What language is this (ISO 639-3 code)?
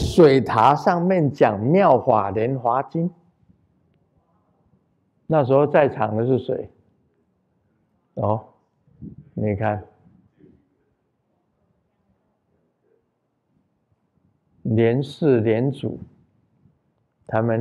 zho